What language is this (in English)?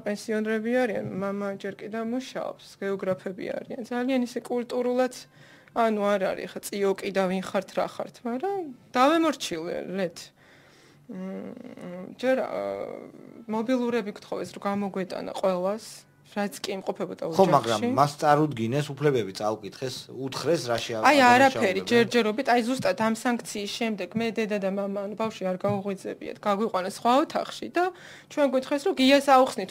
Georgian